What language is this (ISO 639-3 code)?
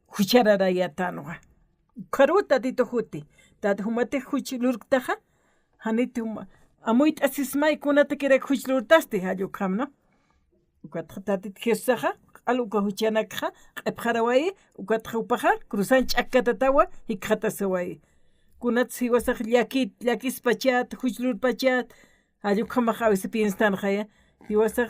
aym